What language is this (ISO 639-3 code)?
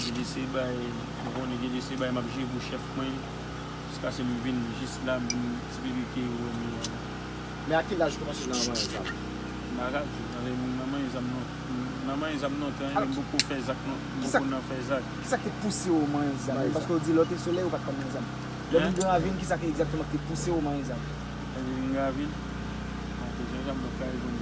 hat